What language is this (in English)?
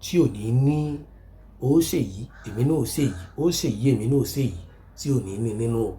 Yoruba